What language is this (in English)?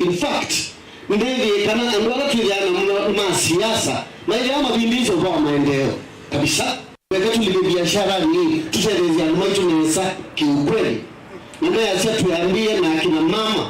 Kamba